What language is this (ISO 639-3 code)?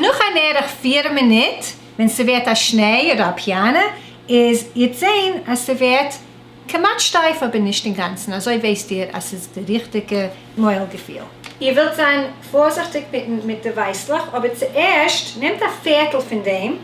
yid